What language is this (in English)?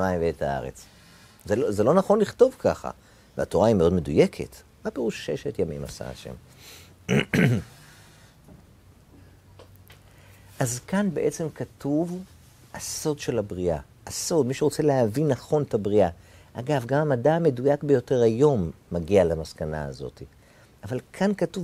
Hebrew